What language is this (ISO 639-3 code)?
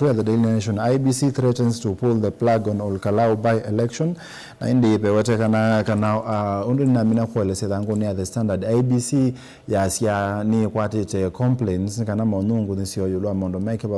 kam